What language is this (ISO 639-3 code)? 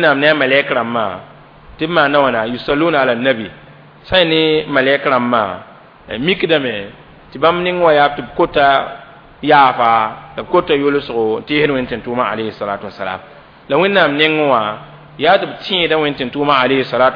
mos